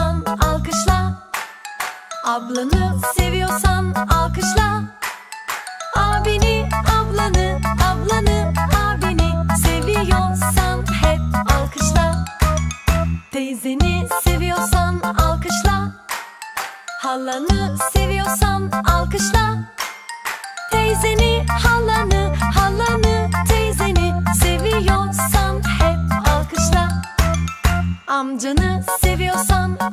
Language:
Turkish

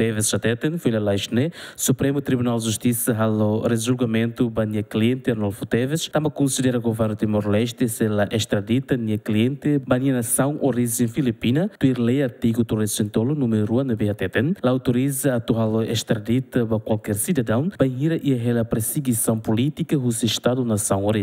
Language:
Tetum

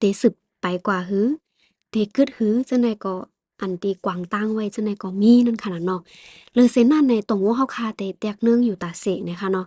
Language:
Shan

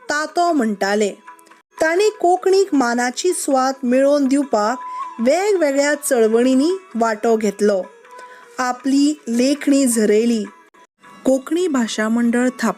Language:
Konkani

